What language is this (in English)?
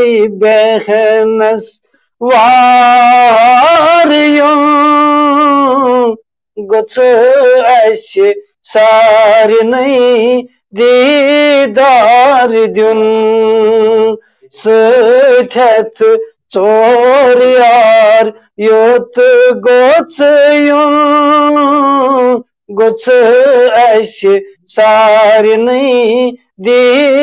Kashmiri